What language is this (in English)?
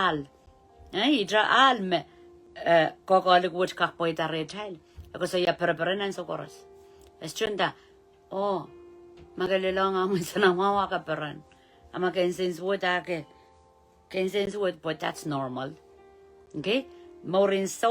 Pohnpeian